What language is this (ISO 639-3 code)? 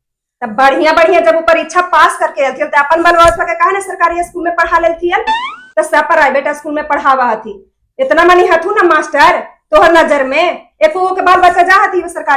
mag